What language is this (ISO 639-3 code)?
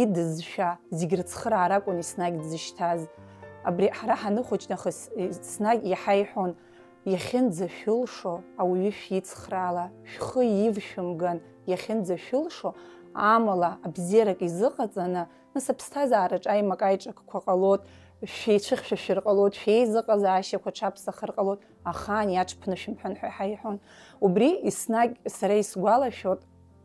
abk